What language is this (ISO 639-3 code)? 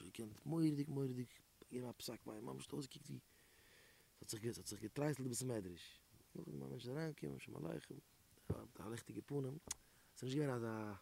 yid